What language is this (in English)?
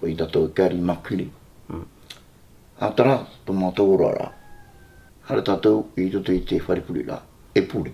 Tahitian